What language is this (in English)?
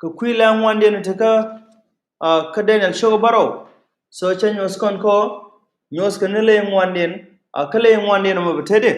Nuer